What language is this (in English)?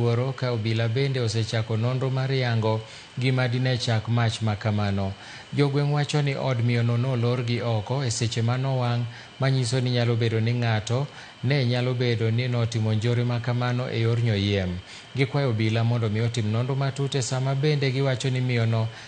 Luo (Kenya and Tanzania)